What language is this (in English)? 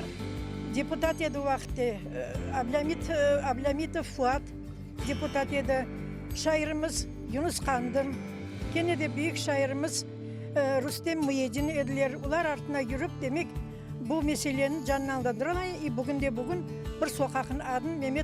Crimean Tatar